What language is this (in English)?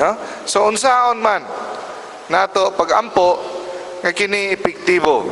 Cebuano